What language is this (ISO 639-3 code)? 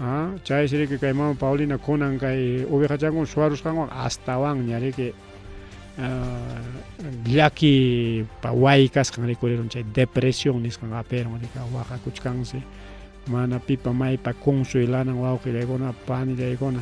quy